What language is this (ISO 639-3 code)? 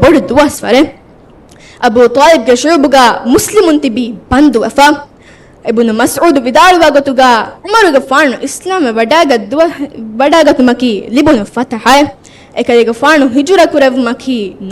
div